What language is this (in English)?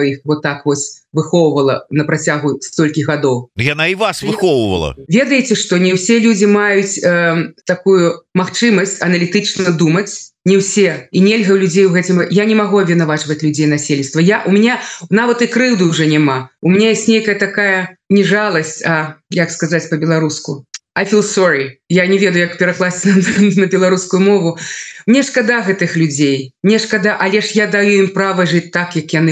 Belarusian